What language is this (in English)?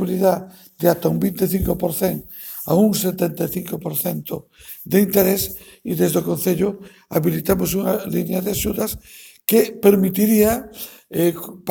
Galician